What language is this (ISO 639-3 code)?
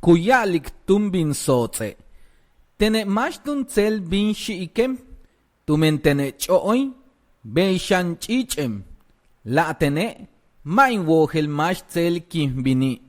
yua